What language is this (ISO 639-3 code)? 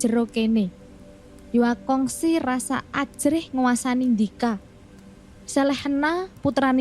jav